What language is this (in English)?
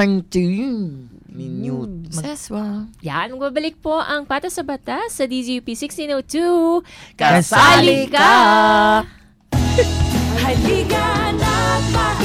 Filipino